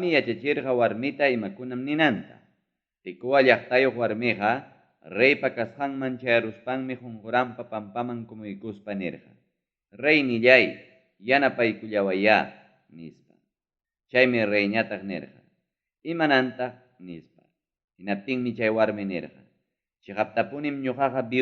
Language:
Ayacucho Quechua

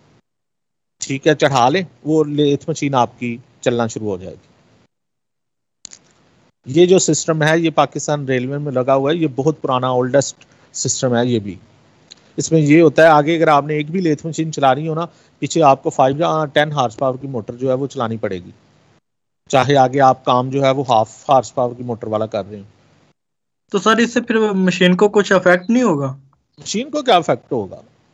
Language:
Urdu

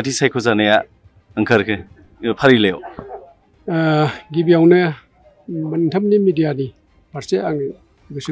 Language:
Bodo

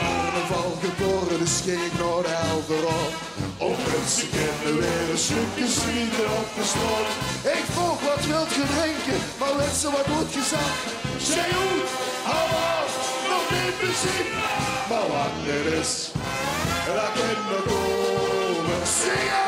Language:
Limburgish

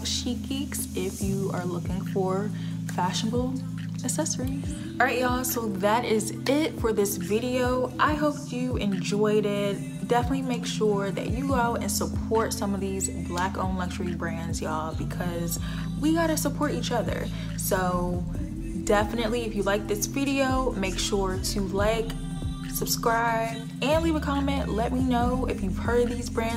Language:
English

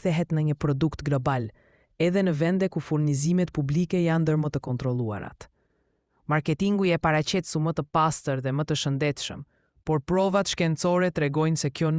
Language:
Albanian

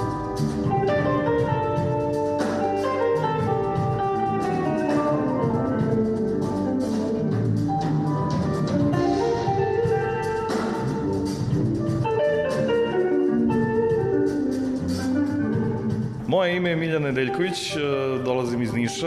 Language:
Serbian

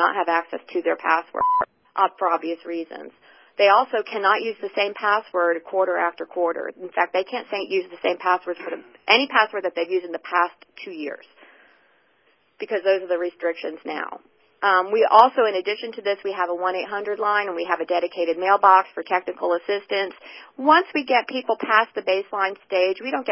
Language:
English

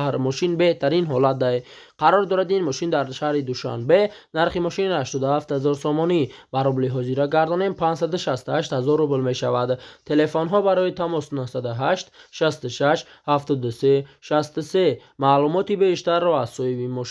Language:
Tajik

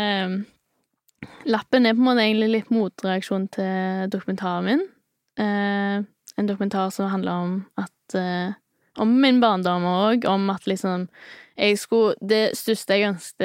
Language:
Norwegian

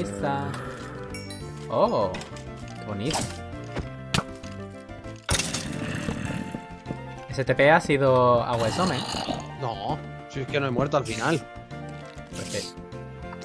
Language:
Spanish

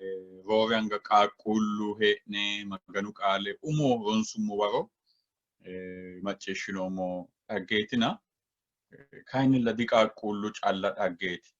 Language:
Sidamo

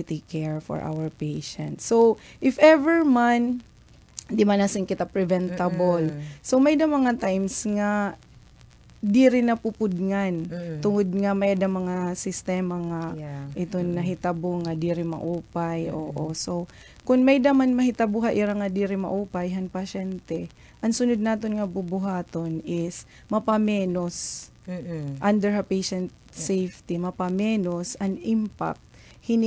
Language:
Waray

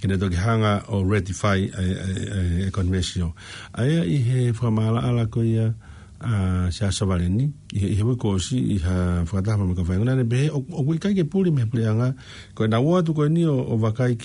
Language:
Tongan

